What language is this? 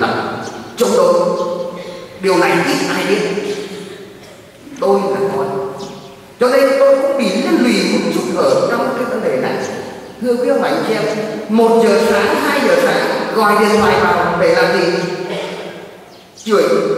Vietnamese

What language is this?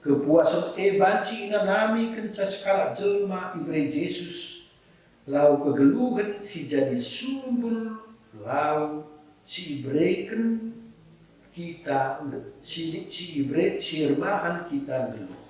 Batak Karo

